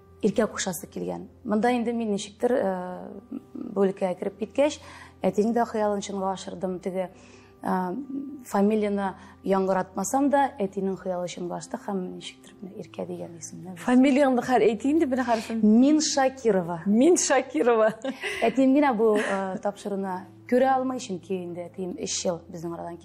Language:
Tatar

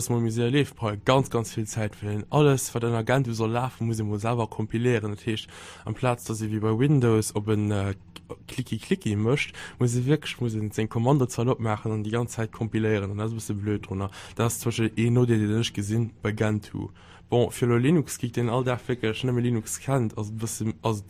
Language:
Luxembourgish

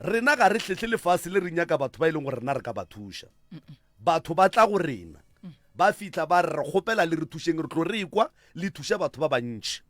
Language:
Northern Sotho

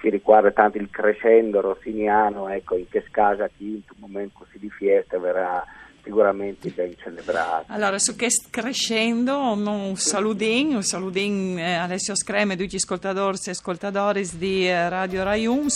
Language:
Friulian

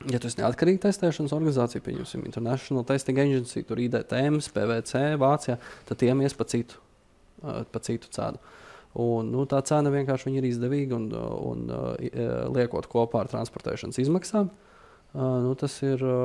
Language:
Latvian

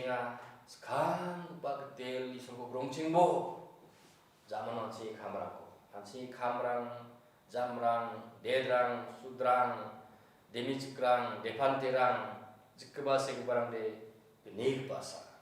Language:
Garo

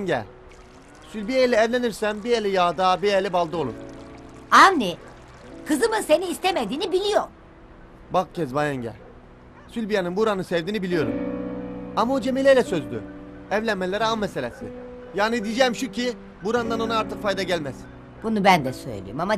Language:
Turkish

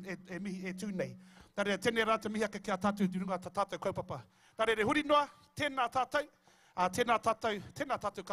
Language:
Māori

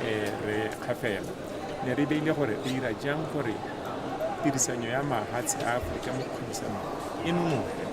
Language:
Tswana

